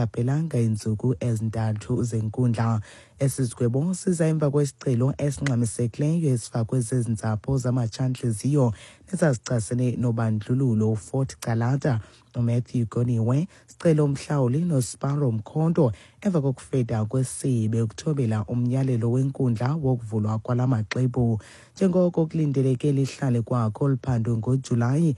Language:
Xhosa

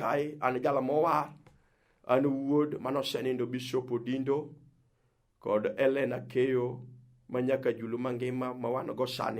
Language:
Luo (Kenya and Tanzania)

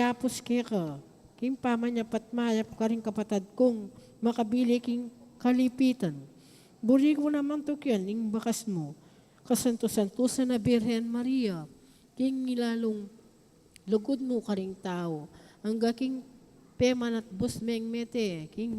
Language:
Pampanga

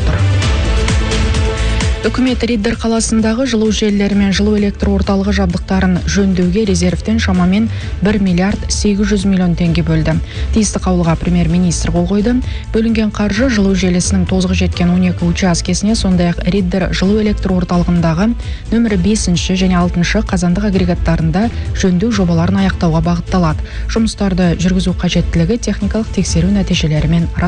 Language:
Kazakh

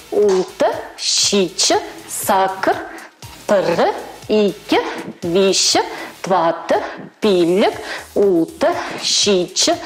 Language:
Chuvash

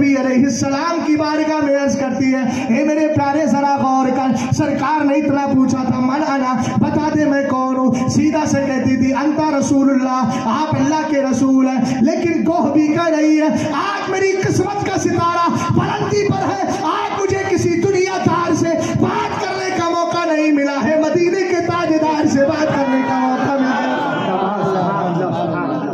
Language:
Urdu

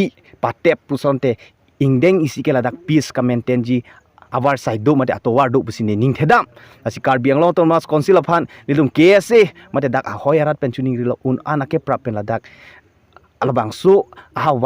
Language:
Karbi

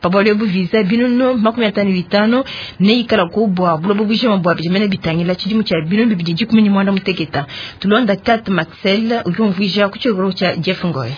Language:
Luba-Lulua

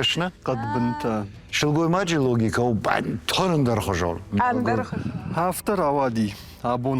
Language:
Ossetic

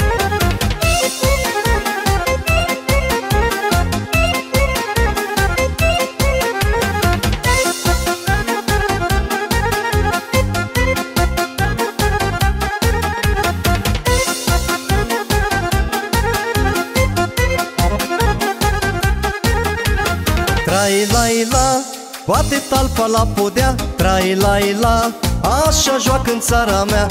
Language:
Romanian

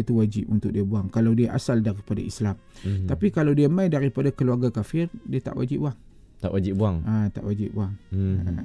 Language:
Malay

